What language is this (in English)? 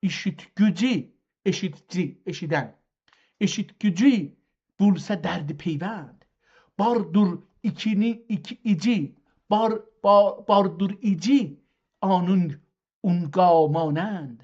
South Azerbaijani